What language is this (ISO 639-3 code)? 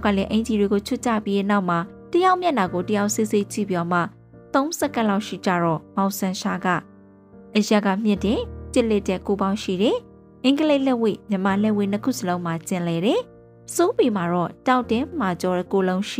mya